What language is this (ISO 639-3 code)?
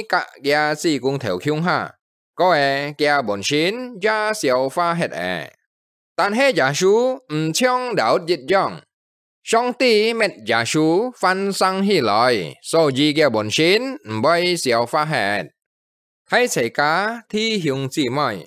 hak